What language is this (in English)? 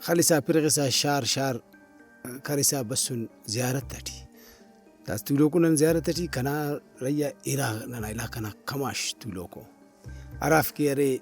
Brahui